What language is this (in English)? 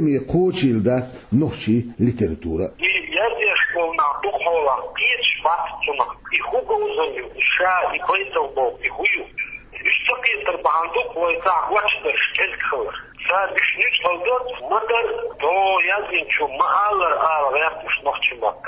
Chechen